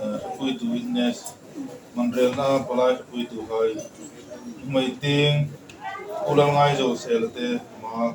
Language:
Hmar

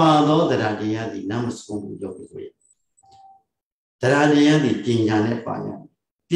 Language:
Burmese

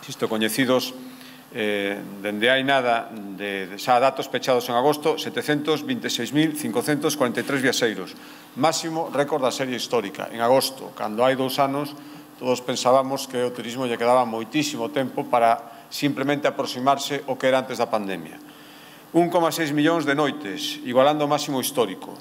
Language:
Galician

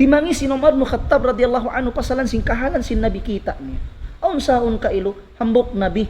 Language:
Tausug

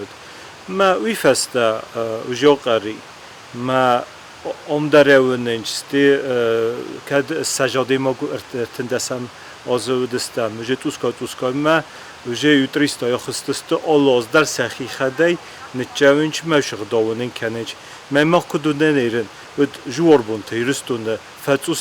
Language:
Ossetic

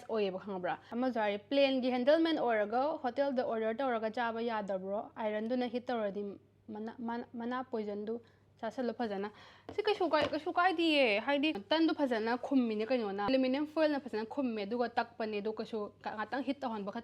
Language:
Manipuri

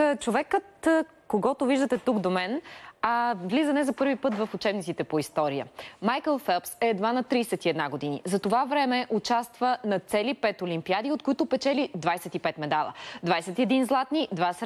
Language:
Bulgarian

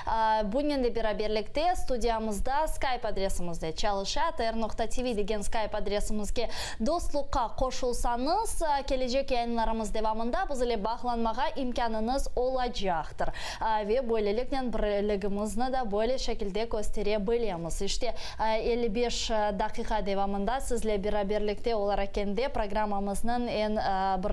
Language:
Crimean Tatar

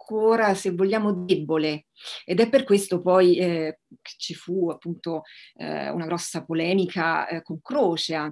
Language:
Italian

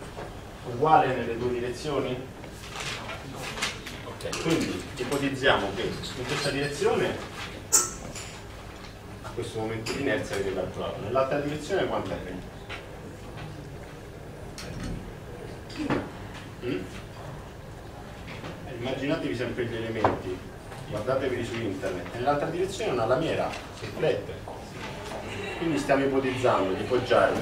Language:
Italian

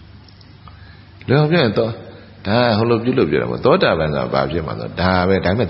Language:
Burmese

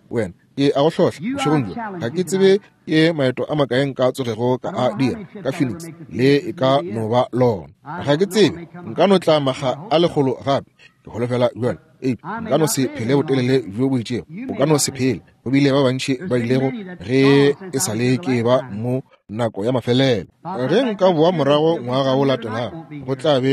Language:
Northern Sotho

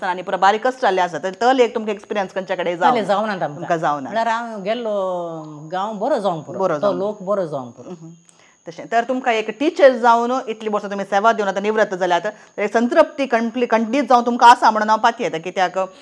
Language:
Konkani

